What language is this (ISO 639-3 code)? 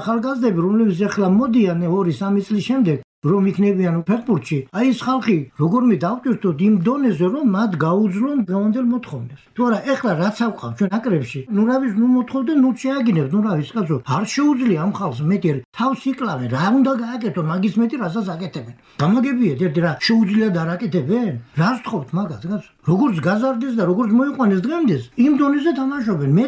kat